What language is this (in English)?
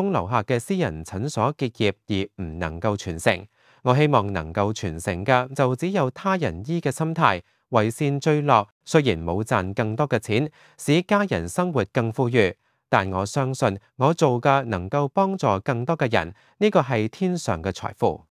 Cantonese